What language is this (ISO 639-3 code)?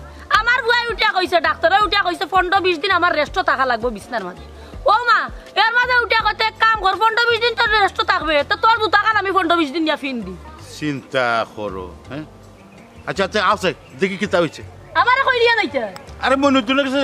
syl